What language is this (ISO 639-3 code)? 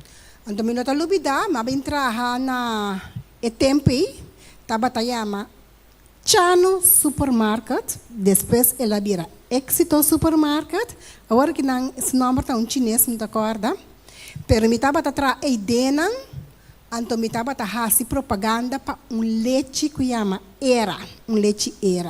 pap